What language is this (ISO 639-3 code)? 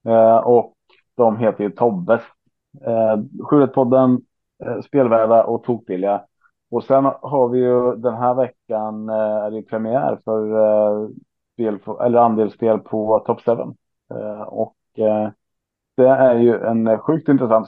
swe